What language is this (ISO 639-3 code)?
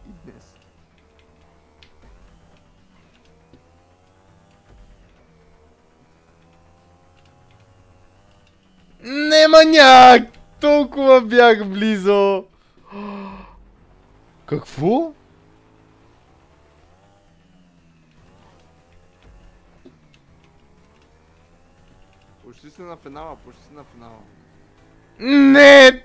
bul